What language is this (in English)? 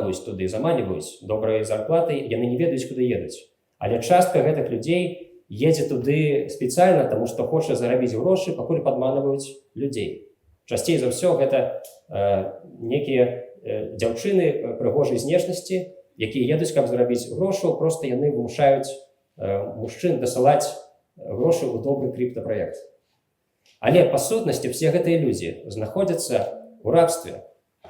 Belarusian